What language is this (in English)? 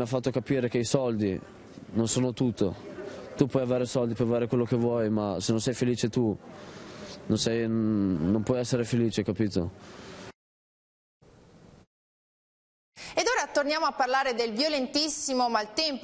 Italian